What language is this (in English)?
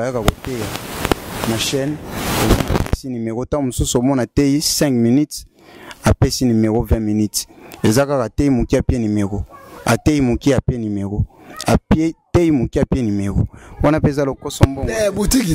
Lingala